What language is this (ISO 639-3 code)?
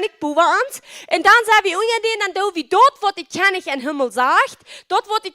pdt